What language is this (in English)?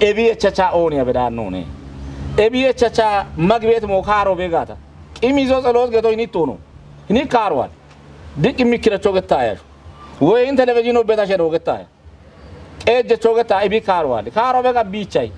Kafa